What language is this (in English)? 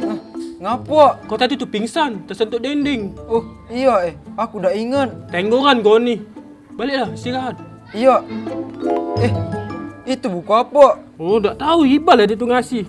Musi